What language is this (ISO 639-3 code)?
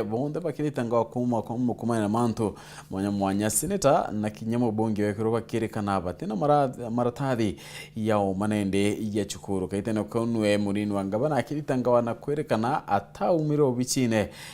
mer